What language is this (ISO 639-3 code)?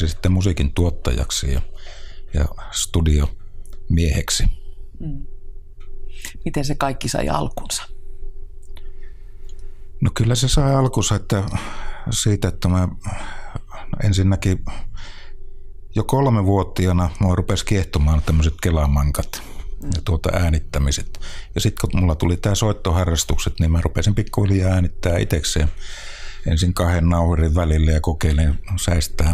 fin